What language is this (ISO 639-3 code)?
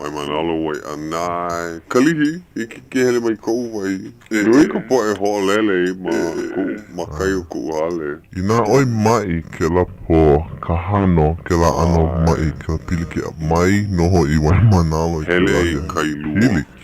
haw